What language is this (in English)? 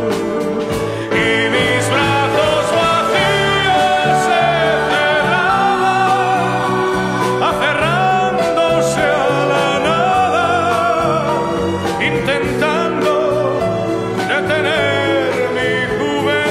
Spanish